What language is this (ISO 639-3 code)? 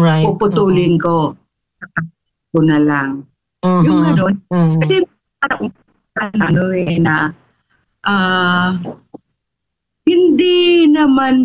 fil